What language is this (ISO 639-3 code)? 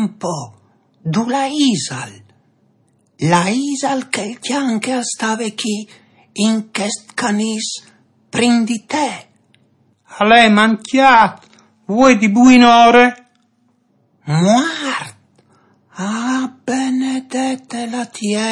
fur